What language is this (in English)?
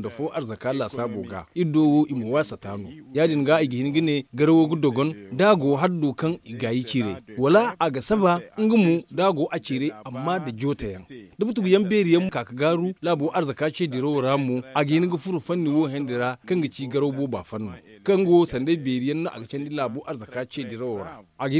Zarma